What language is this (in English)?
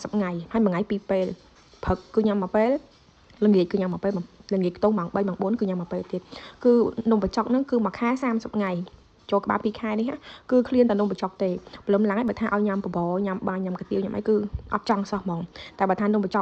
Khmer